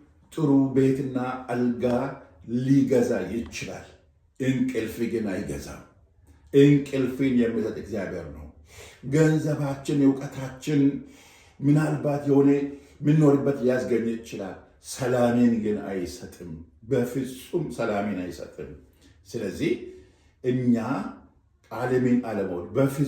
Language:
Amharic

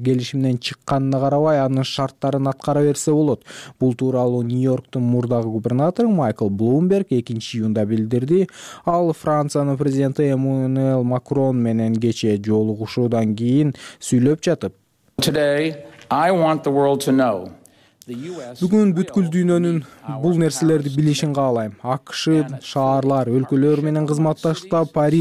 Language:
Kyrgyz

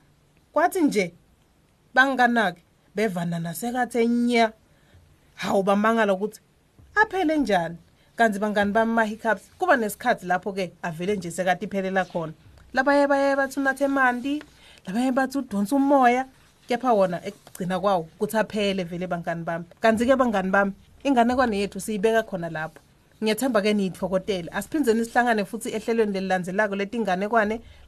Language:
Swati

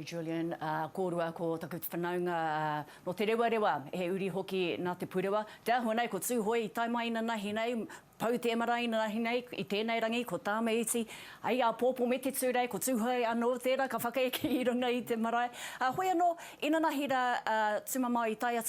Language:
Māori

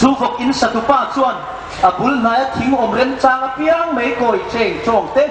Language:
Hmar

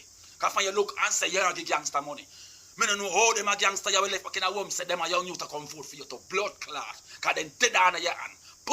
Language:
Jamaican Creole English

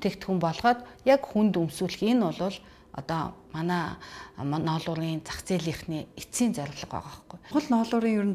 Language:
Mongolian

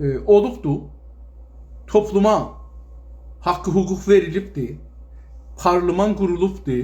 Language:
South Azerbaijani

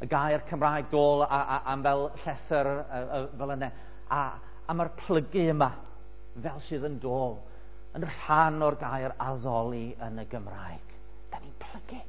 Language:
Welsh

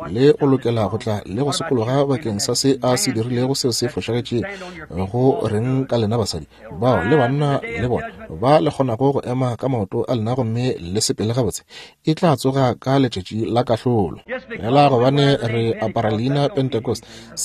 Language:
Northern Sotho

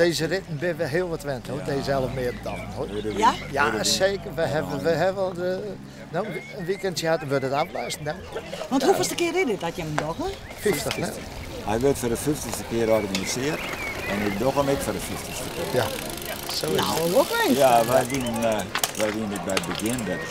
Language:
Western Frisian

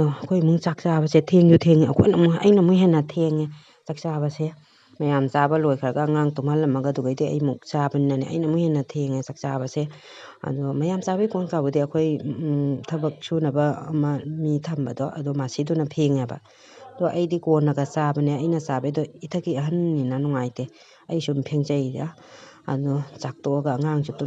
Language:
Manipuri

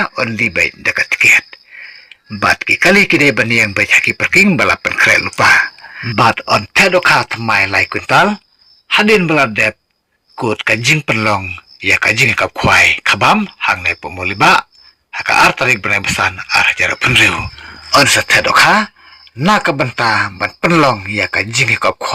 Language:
Khasi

